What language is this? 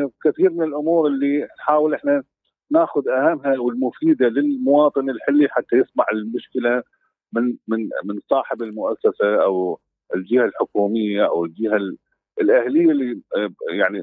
Mesopotamian Arabic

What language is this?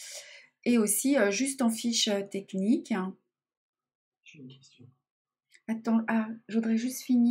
French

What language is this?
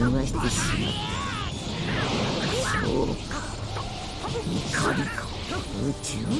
Japanese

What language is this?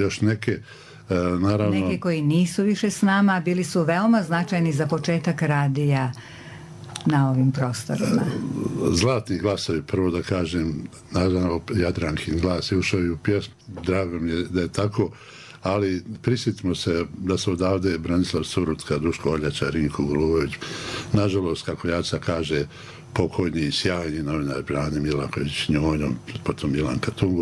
Bosnian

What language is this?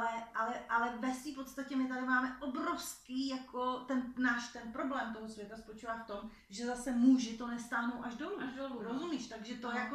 Czech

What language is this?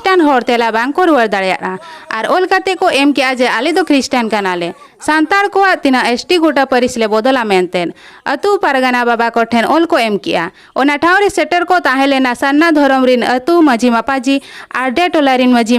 Santali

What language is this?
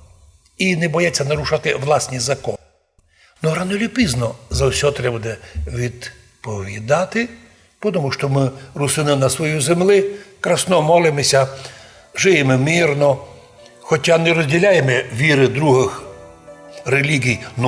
Rusyn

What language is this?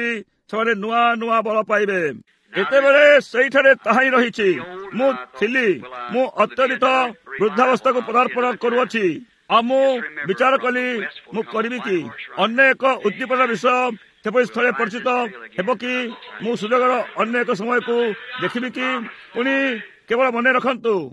Odia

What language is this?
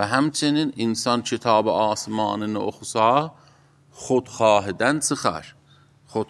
Azerbaijani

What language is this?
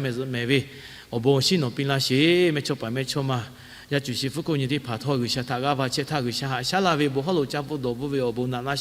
Lahu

